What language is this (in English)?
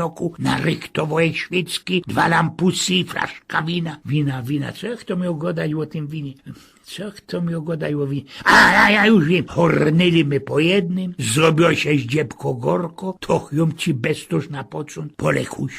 Silesian